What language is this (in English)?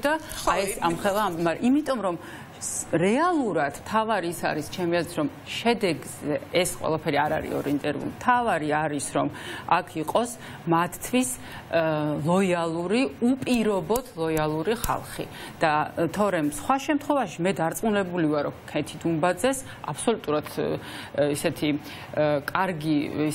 Georgian